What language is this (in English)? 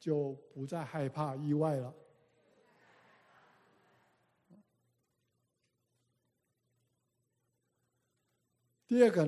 Chinese